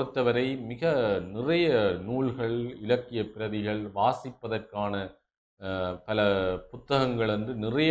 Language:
Tamil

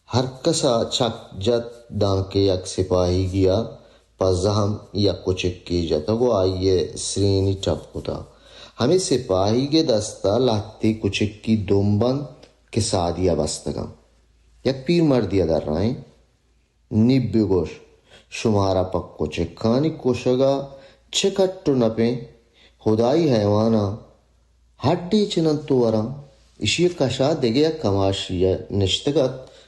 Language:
Baluchi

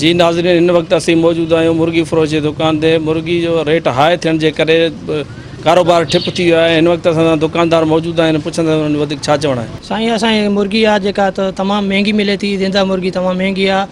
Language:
Sindhi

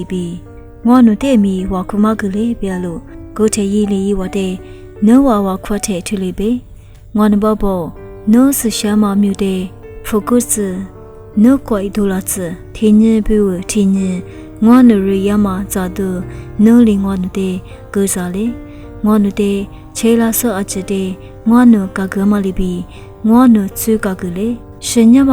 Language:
Lisu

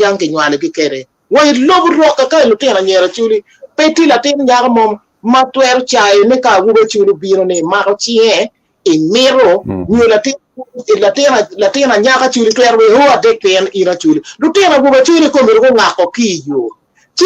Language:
Acoli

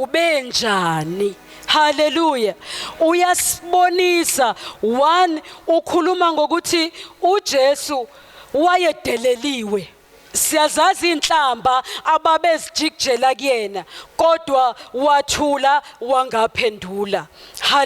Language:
Zulu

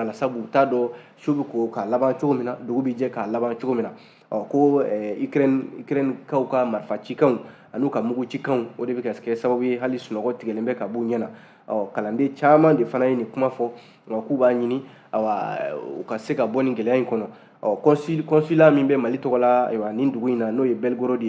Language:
Bambara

